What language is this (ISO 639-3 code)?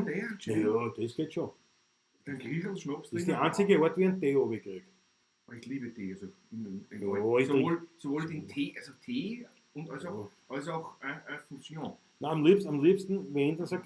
bar